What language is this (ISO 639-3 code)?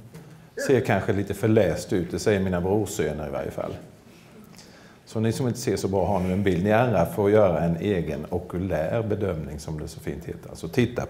swe